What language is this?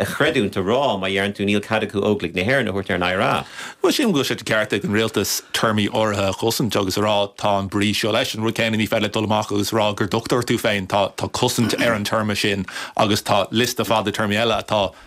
Irish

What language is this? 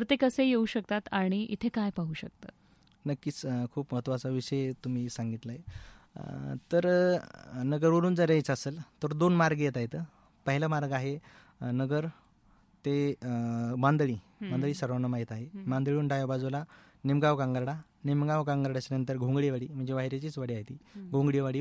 Marathi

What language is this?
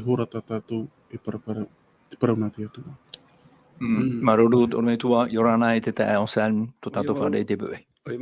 Tahitian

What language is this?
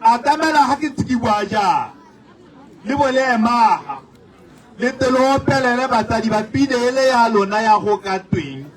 Tswana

